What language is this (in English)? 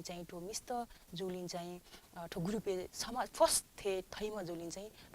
Newari